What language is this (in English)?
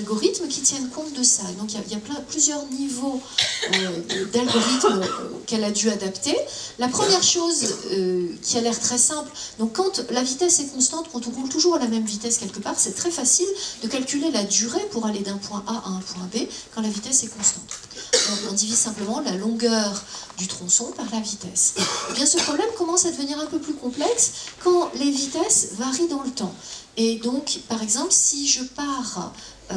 French